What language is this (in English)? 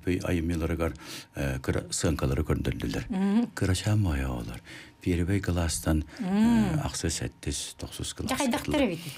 Yakut